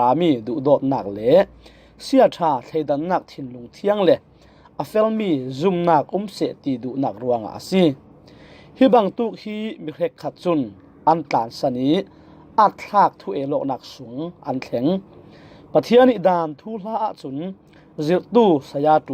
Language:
Falam Chin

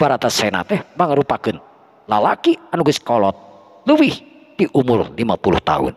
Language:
Sundanese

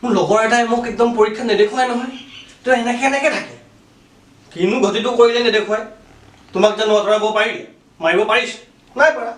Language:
Assamese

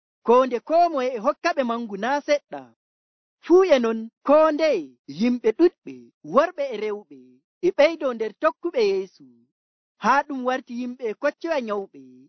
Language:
Nigerian Fulfulde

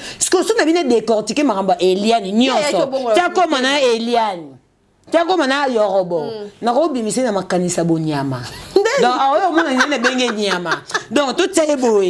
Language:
Lingala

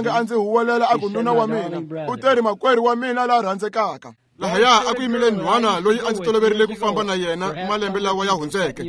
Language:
Tsonga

